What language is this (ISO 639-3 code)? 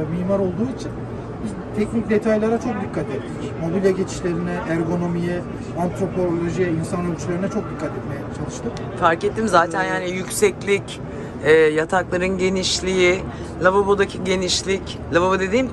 tur